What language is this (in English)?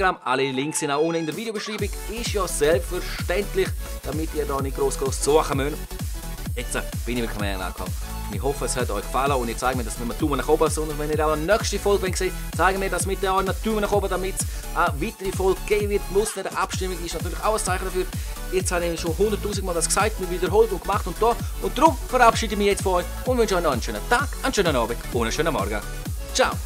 Swiss German